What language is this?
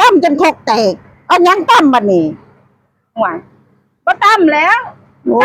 Northeastern Thai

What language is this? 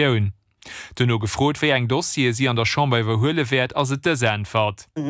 Luxembourgish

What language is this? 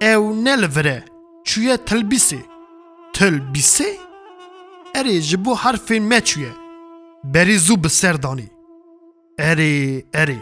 Kurdish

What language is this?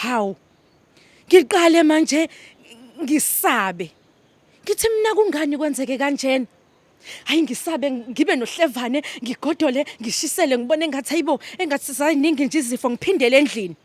Zulu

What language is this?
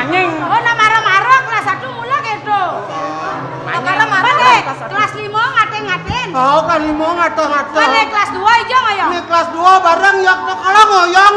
Balinese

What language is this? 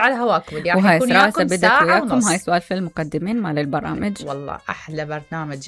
Mesopotamian Arabic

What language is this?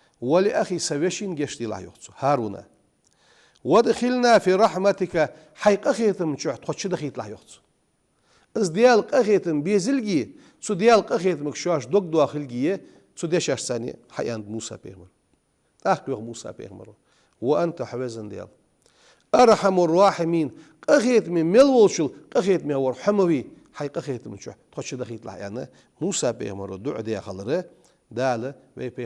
Ingush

